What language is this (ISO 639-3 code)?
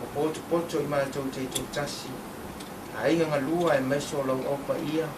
smo